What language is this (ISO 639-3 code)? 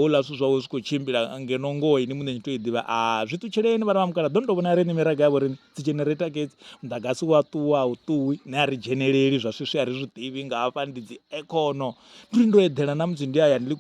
ven